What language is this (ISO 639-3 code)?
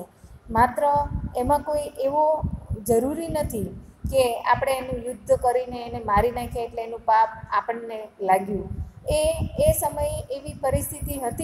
guj